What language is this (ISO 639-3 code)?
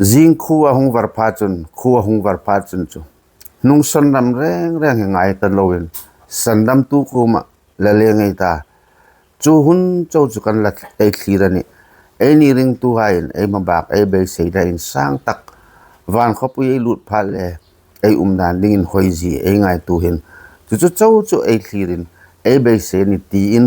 hmr